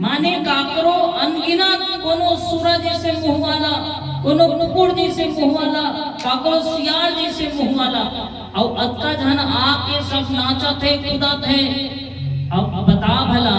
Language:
Chhattisgarhi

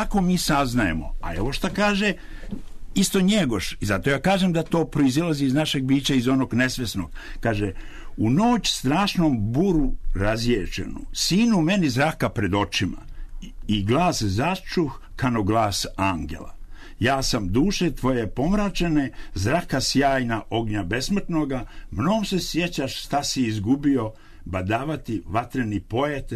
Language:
Serbian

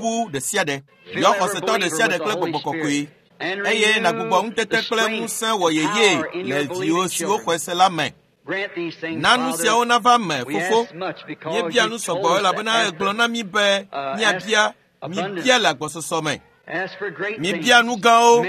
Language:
Ewe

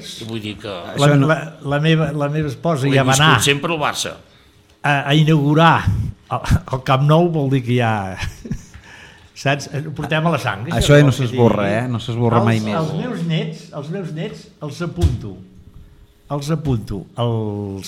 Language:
Catalan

